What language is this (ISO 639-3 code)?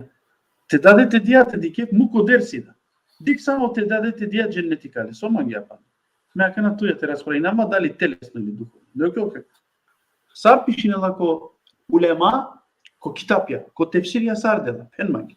rmn